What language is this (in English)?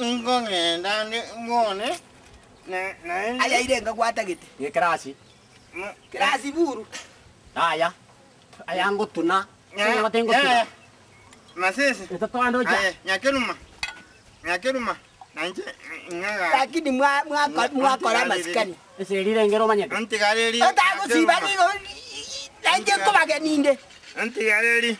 Gusii